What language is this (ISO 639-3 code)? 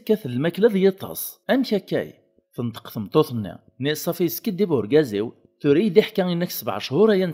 kab